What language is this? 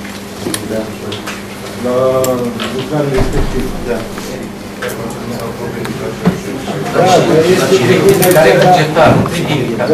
Romanian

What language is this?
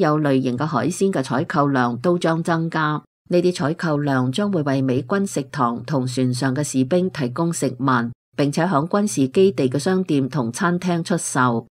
Cantonese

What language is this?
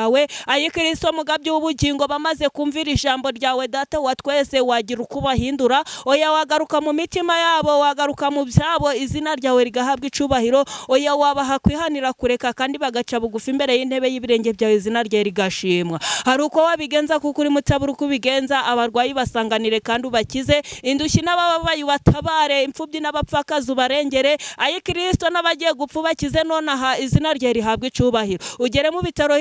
Kinyarwanda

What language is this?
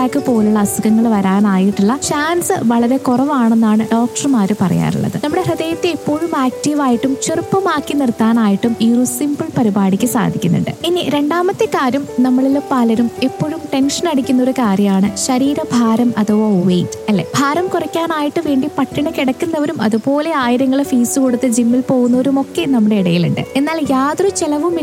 Malayalam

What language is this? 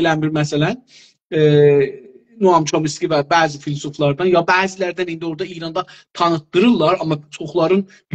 South Azerbaijani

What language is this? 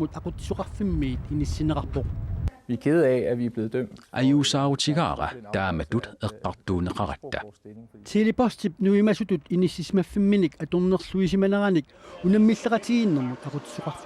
Kalaallisut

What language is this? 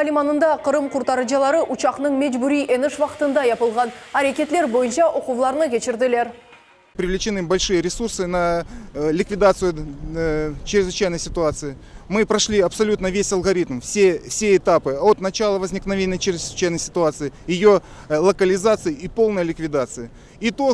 Crimean Tatar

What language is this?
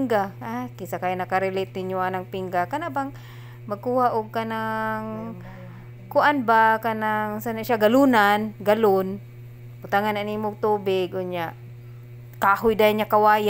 Cebuano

